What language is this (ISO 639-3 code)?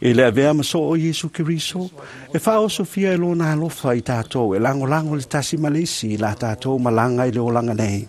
smo